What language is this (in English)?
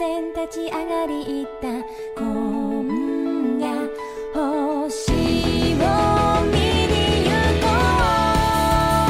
Japanese